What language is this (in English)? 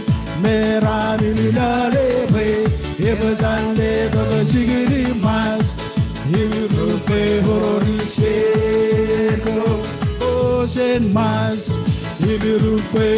Marshallese